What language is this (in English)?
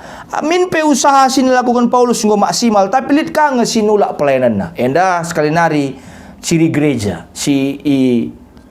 Batak Karo